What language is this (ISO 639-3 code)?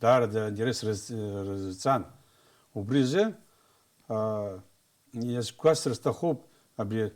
abk